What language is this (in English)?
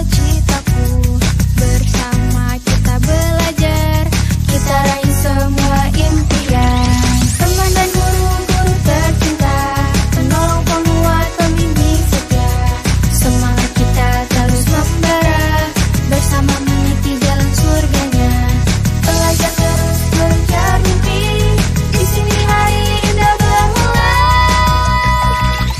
Indonesian